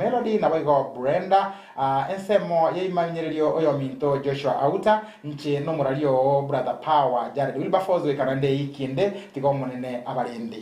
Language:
Gusii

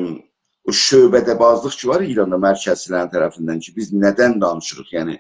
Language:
South Azerbaijani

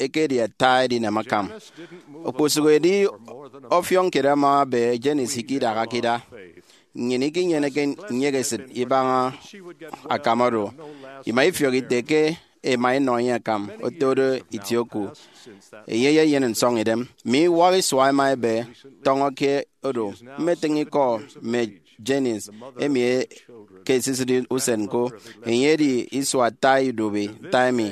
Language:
Efik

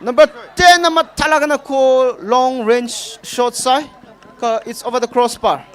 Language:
Tangkhul Naga (India)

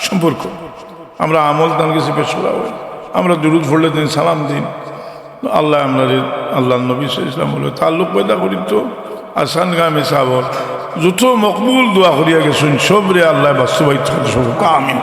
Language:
Sylheti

